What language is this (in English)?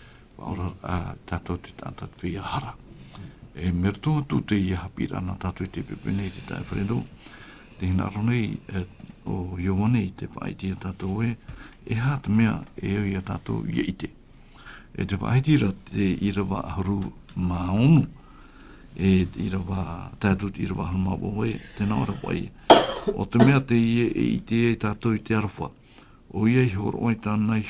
Tahitian